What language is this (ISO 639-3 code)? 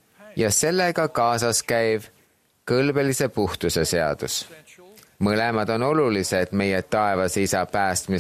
est